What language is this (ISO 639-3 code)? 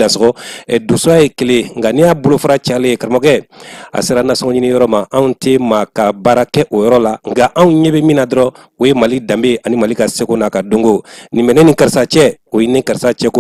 bam